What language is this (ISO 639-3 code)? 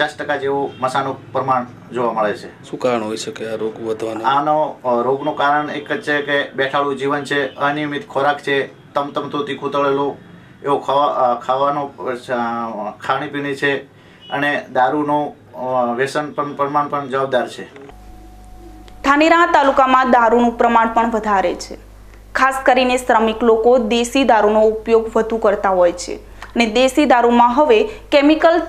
guj